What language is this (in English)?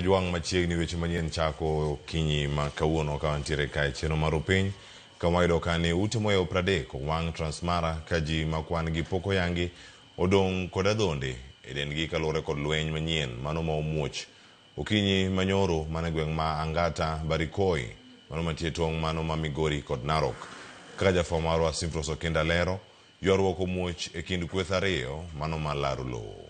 Luo (Kenya and Tanzania)